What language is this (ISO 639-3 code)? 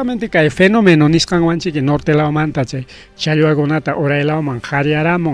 quy